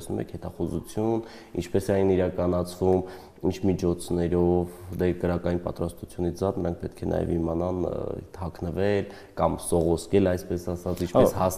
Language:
Armenian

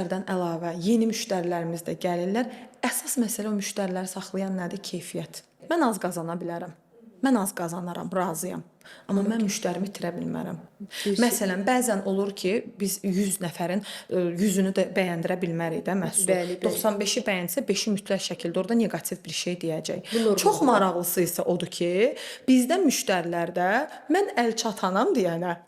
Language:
Azerbaijani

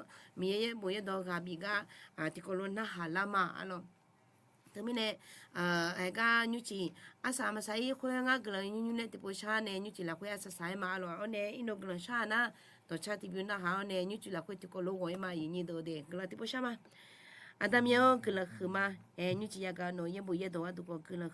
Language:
Akha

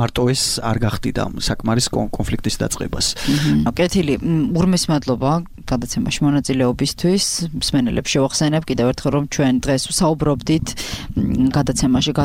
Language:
Georgian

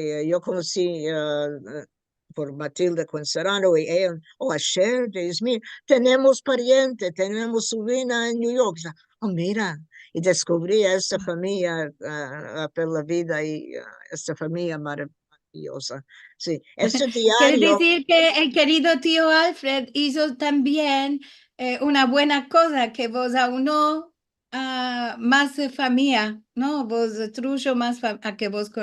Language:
Ladino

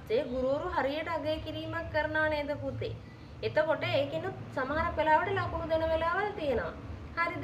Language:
Sinhala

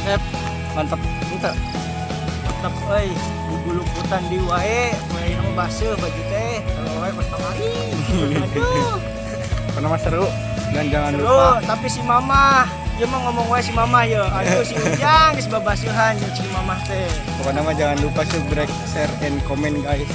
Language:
Sundanese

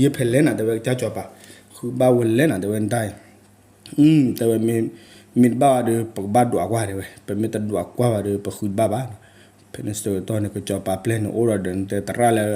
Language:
S'gaw Karen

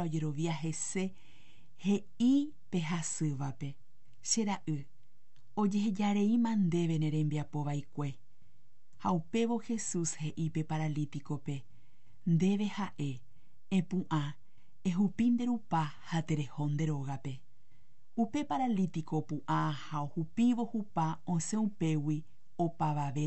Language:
Guarani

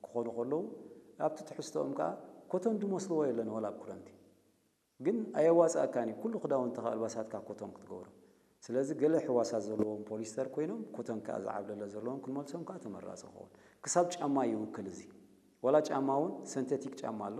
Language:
Tigrinya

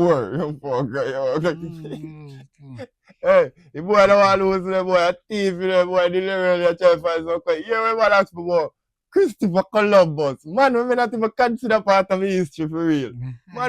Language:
Jamaican Creole English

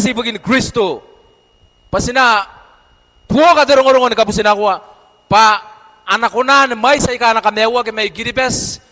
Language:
Gilbertese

